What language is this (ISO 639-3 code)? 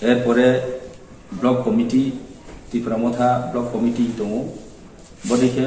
ria